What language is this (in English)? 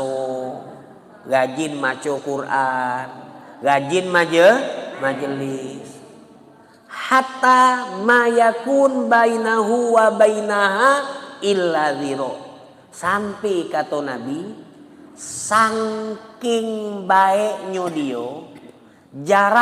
Musi